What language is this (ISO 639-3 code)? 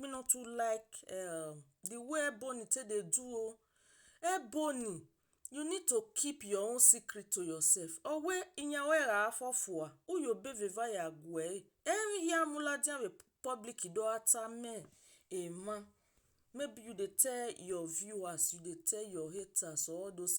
pcm